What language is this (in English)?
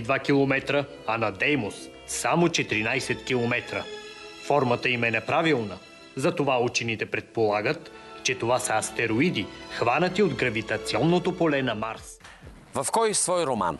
Bulgarian